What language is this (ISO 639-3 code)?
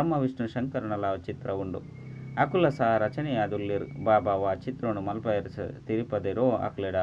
tcy